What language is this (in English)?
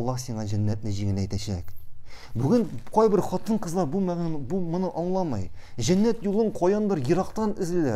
Tatar